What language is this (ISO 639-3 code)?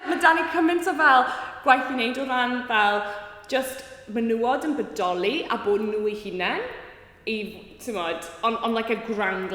cym